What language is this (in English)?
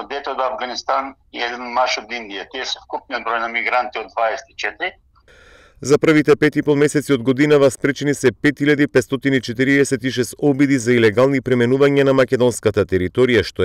Macedonian